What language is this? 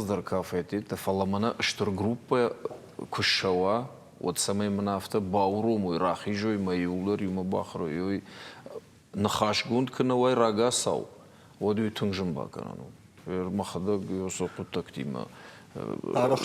Ossetic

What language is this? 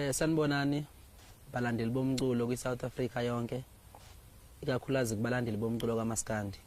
Zulu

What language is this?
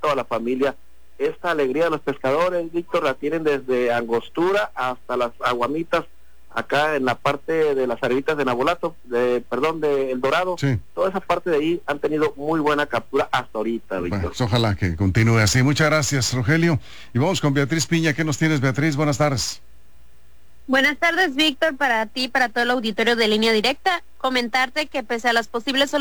Spanish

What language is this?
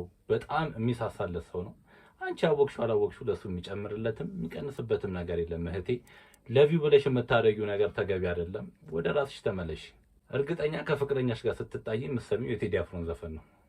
Amharic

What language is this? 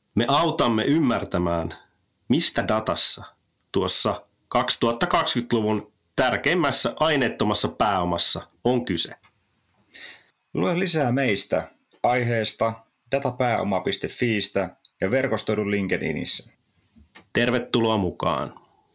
Finnish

